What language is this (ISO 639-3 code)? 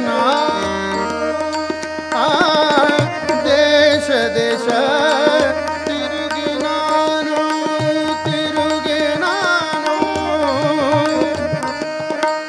kan